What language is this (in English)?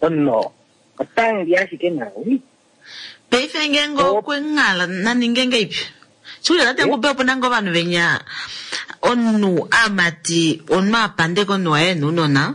Kuanyama